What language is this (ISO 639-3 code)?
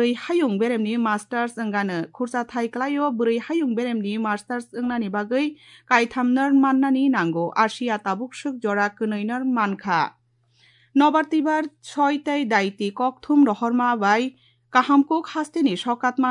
trp